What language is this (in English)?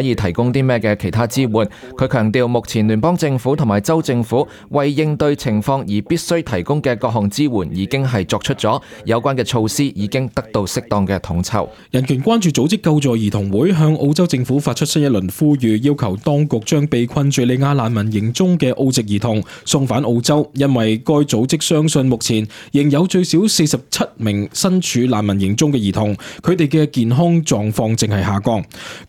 Cantonese